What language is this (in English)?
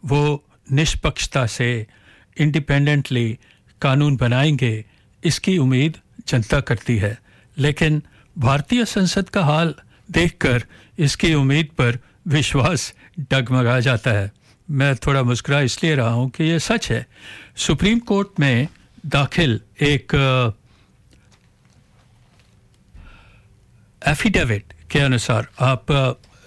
Hindi